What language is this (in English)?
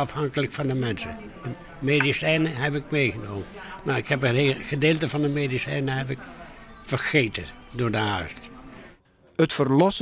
Western Frisian